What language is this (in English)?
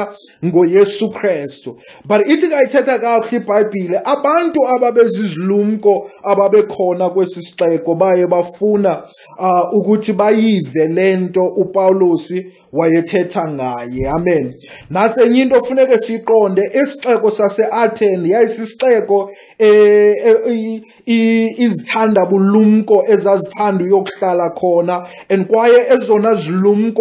Xhosa